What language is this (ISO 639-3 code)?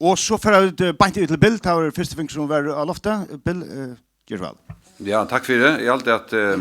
fao